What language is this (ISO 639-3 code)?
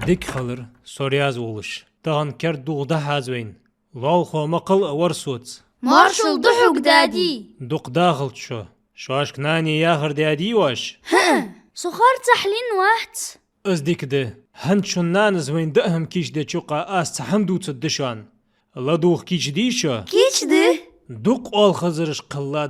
inh